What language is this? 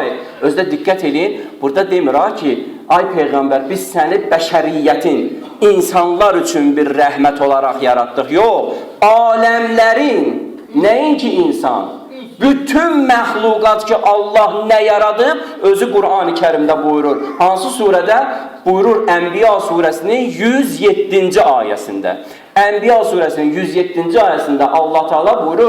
Azerbaijani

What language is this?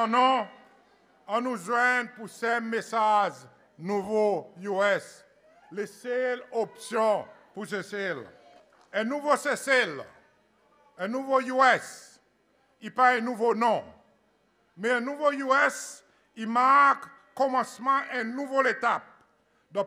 Seselwa Creole French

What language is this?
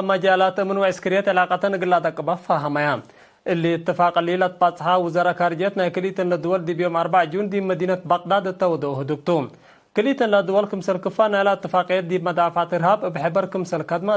Tigre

